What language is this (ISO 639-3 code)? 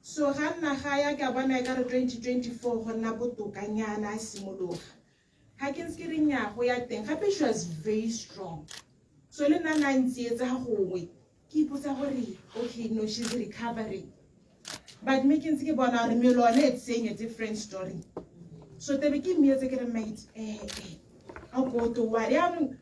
tsn